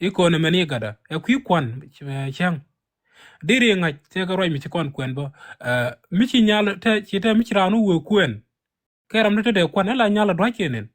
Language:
Nuer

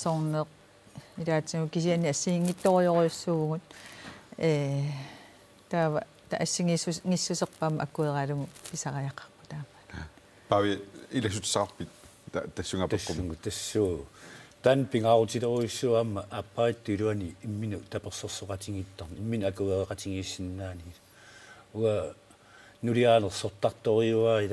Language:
Kalaallisut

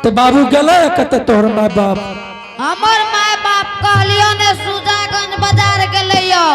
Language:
Angika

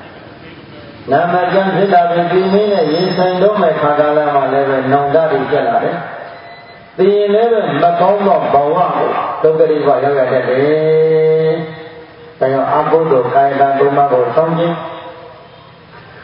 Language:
Burmese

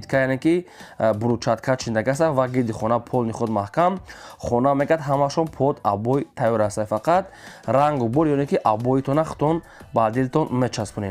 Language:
Tajik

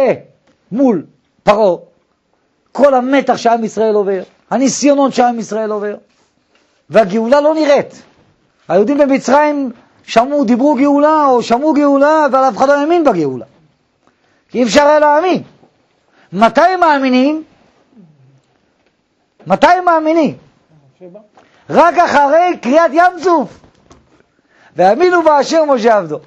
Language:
Hebrew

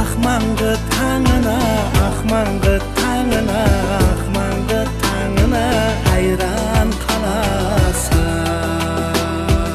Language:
Kara-Kalpak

